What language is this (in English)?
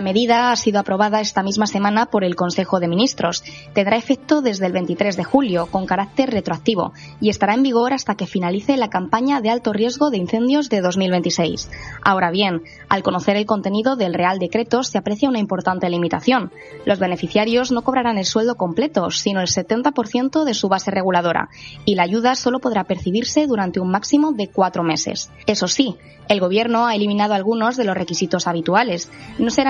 Spanish